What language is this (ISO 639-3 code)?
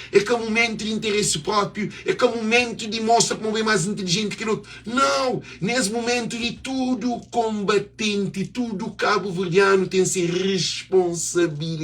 kea